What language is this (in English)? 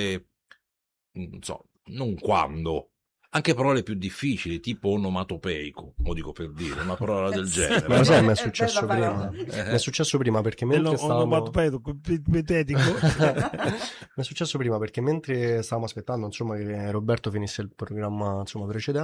Italian